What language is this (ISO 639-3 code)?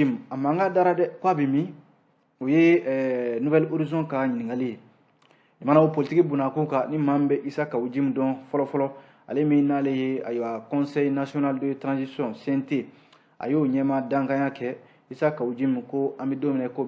bam